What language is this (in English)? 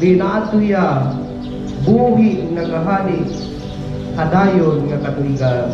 Waray